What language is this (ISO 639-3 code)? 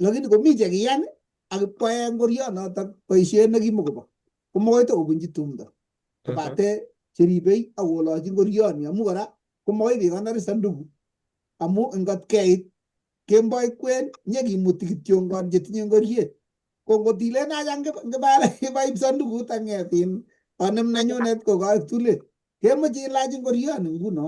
kln